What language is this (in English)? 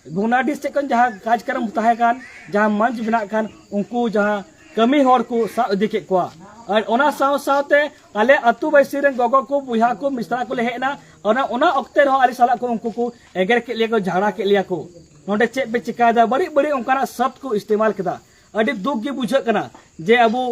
Santali